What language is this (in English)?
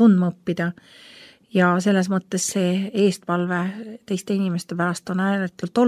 Estonian